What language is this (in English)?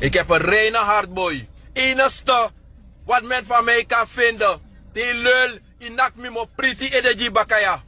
Sranan Tongo